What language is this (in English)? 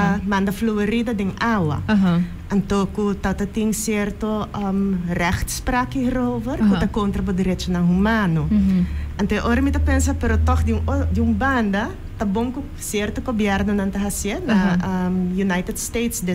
Papiamento